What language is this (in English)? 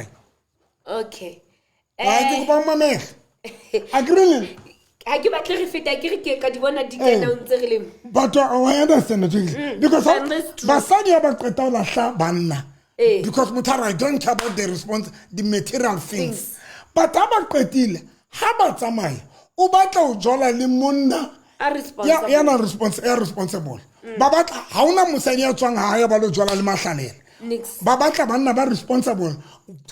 Southern Sotho